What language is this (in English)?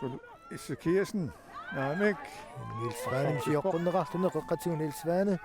Kalaallisut